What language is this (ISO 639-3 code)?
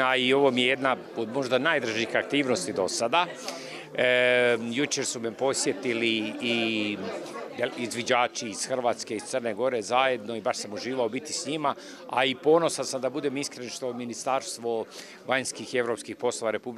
hrv